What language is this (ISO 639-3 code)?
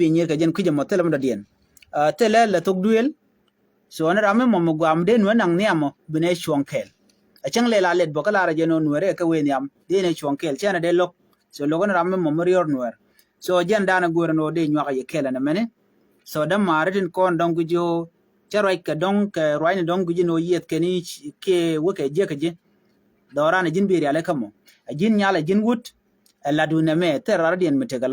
nus